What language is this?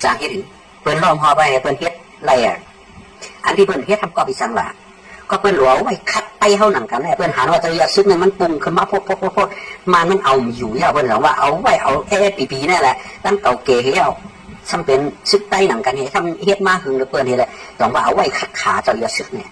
Shan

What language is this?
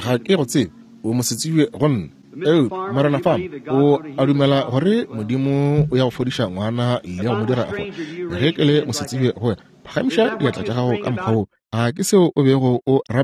Northern Sotho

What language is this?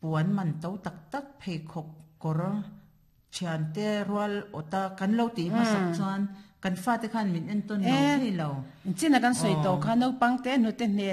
Mizo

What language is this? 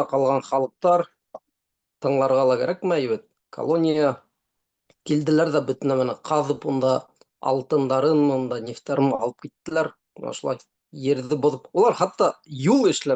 Bashkir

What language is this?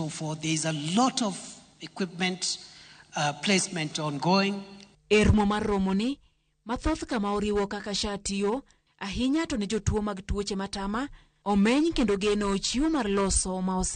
Luo (Kenya and Tanzania)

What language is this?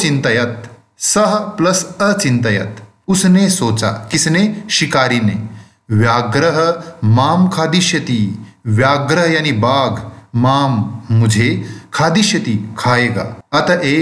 Hindi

